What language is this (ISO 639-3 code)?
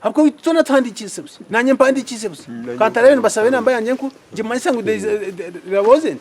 nyn